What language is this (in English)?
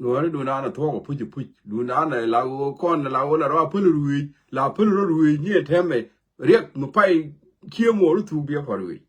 Nuer